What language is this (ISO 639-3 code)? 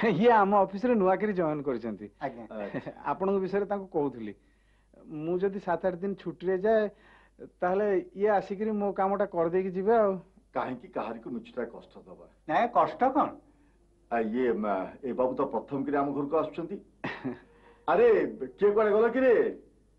ori